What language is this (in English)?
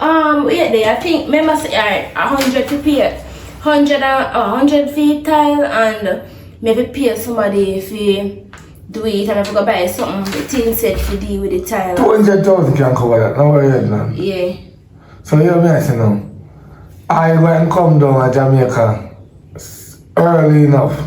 Jamaican Creole English